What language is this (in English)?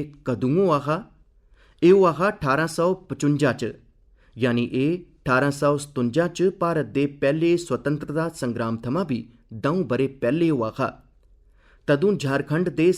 Dogri